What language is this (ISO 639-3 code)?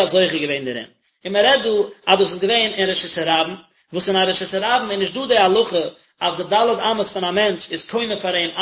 yid